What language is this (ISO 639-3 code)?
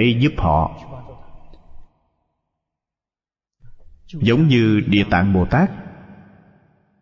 vie